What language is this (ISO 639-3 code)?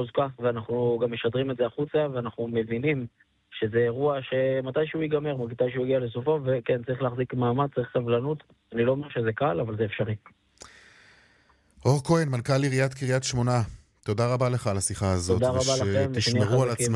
heb